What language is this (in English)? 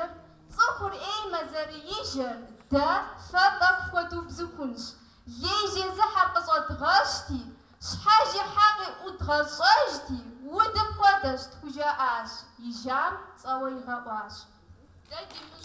Kabardian